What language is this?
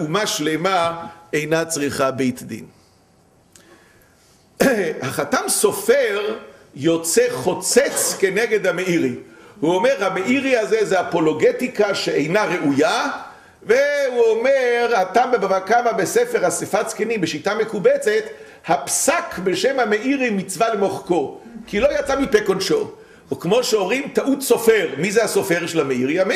Hebrew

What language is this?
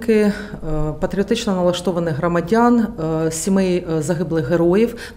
Ukrainian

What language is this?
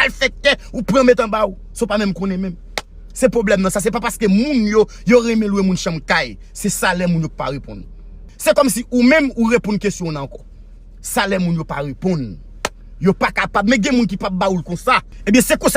Haitian Creole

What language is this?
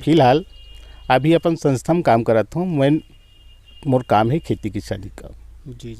Chhattisgarhi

